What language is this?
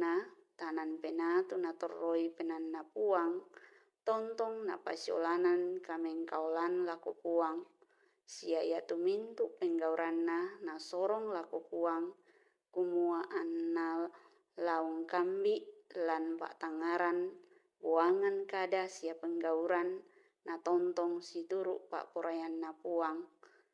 Toraja-Sa'dan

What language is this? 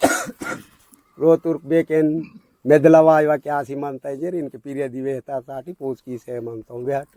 Aheri Gondi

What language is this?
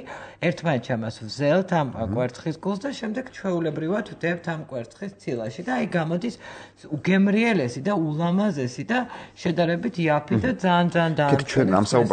Georgian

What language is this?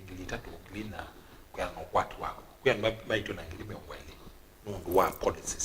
Kamba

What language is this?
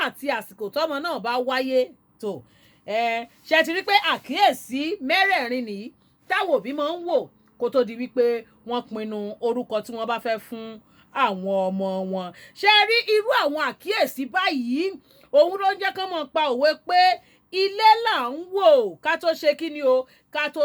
Yoruba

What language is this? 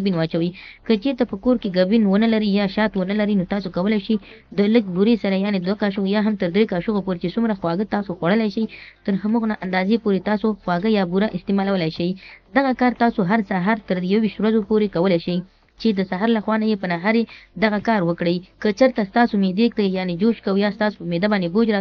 Pashto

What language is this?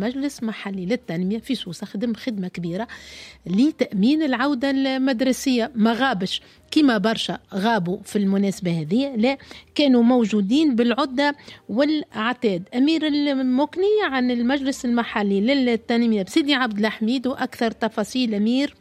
Tunisian Arabic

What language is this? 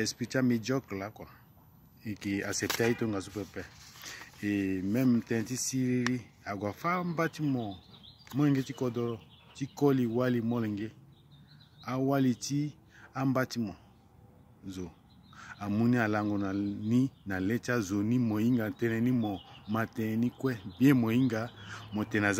Sango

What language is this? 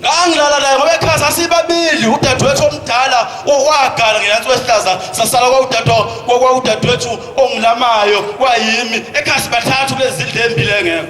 Zulu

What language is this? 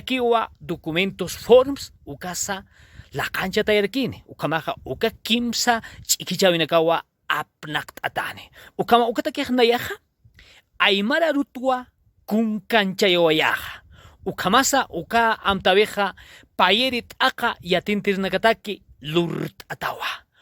Aymara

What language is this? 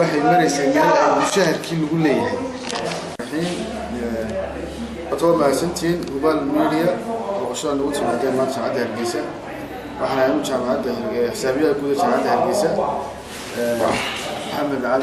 Somali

